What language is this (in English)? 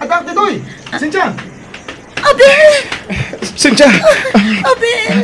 Iloko